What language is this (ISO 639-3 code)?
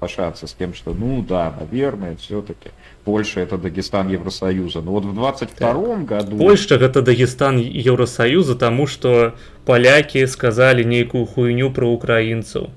bel